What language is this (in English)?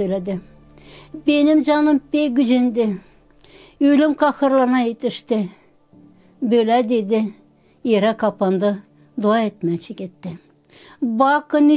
Gagauz